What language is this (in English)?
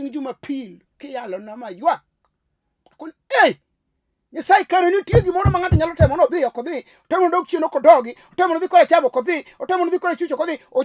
Luo (Kenya and Tanzania)